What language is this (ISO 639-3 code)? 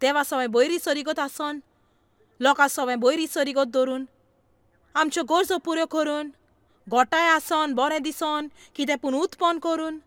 kok